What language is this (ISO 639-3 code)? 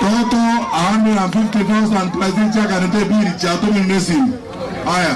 guz